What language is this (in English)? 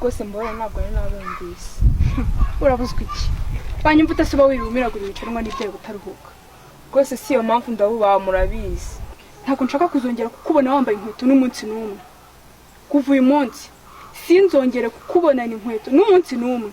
Kinyarwanda